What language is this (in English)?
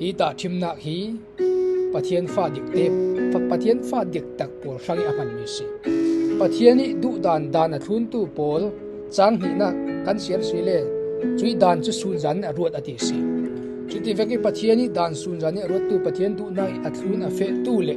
Falam Chin